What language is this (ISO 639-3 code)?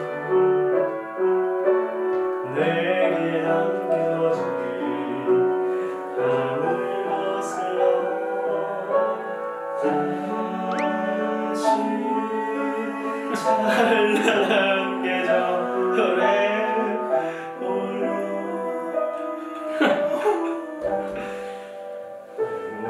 kor